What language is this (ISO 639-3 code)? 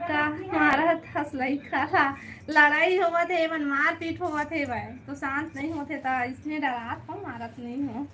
hne